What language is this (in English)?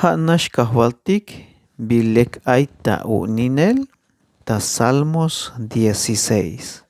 Tzeltal